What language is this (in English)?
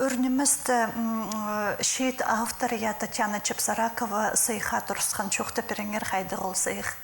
Khakas